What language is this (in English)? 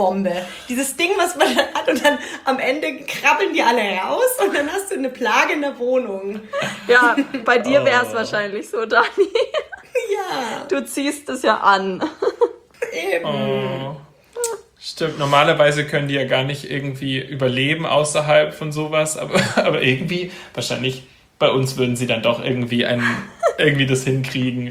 German